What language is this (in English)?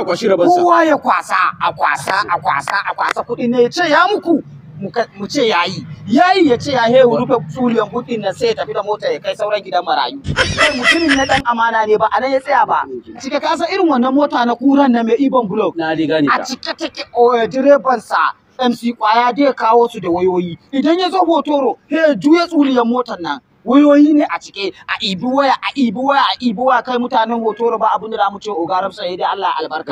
Hausa